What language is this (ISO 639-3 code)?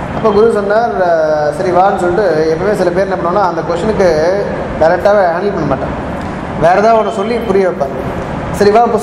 tam